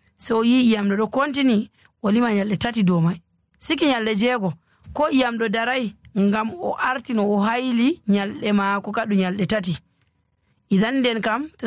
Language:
Nigerian Fulfulde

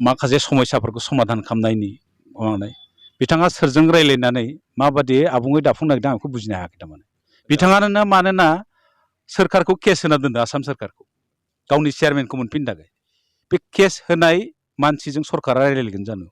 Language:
Bodo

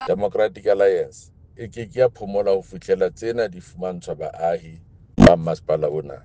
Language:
Southern Sotho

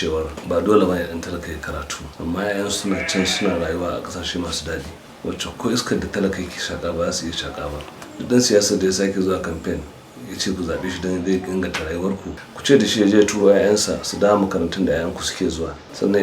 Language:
Hausa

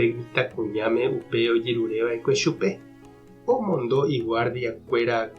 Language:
Guarani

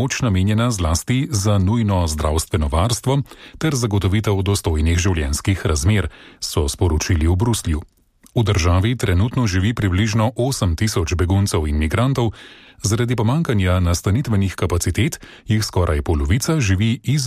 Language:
Slovenian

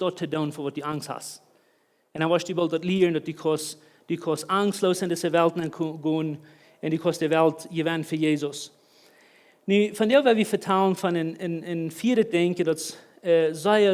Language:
Plautdietsch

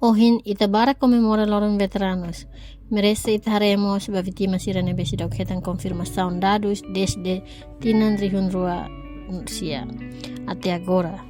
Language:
Tetum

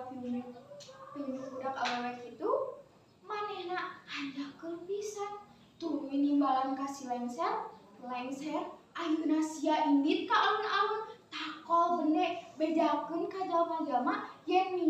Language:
Sundanese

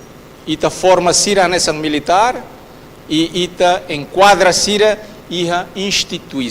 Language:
Tetum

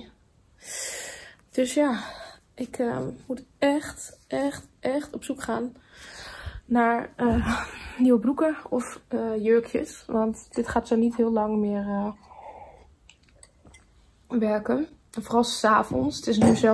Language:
Dutch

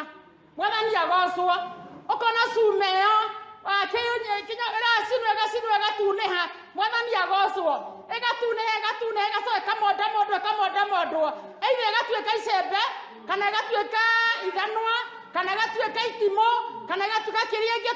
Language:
Kikuyu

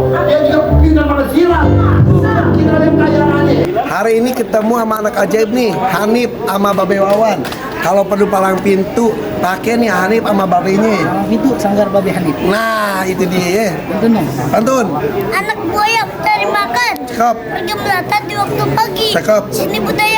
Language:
Betawi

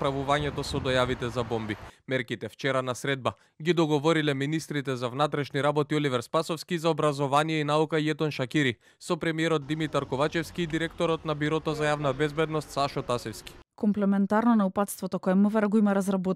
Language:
Macedonian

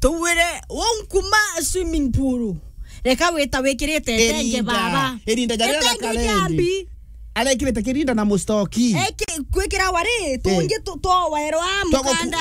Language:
Meru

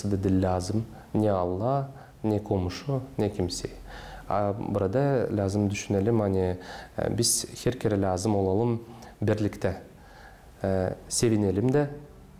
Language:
Gagauz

